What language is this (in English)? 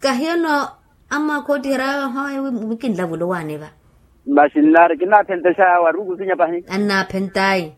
Makhuwa